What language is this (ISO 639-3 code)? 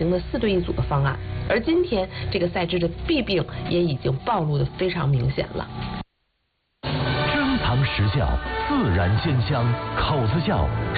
zho